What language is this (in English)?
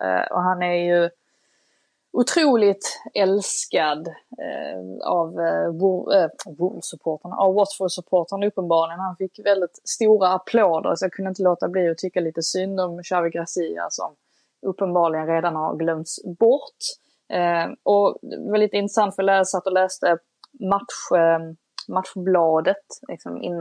Swedish